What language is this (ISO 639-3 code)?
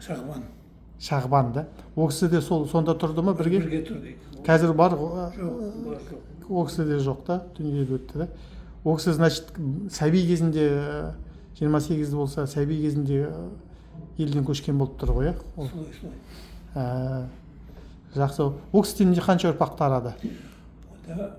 kaz